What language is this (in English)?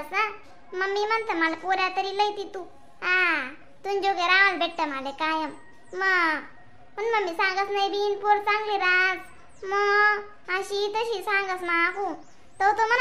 Khandesi